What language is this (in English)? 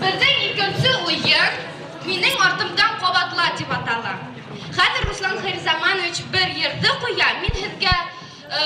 Bashkir